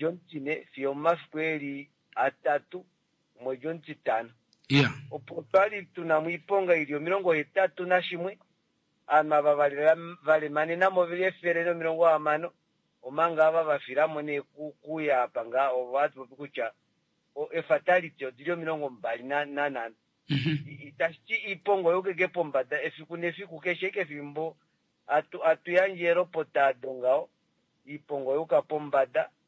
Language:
Kuanyama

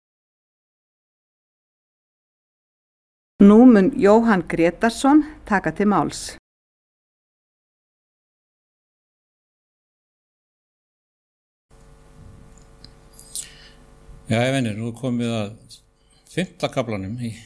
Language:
Icelandic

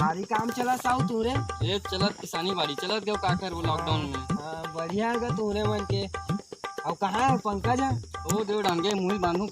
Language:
Chhattisgarhi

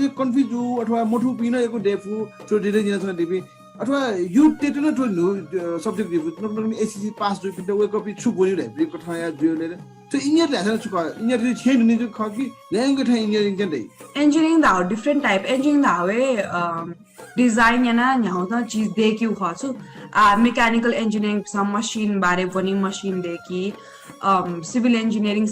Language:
Newari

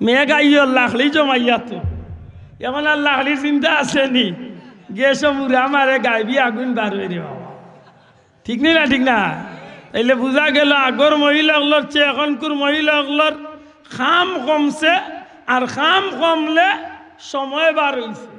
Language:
Sylheti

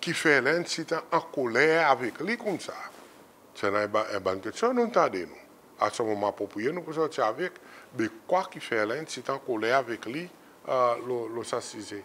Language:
Seselwa Creole French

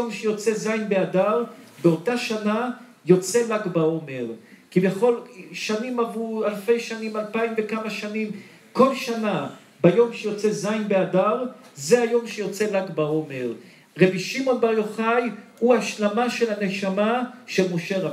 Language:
Hebrew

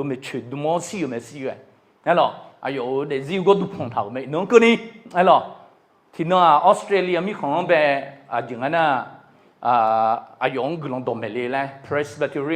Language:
Akha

